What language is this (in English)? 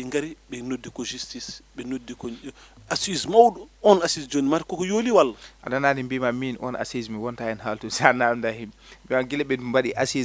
Fula